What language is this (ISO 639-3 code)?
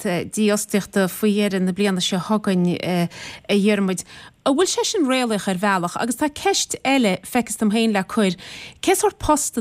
gle